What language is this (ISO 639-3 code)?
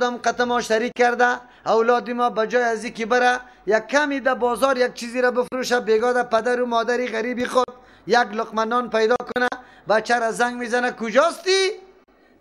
fas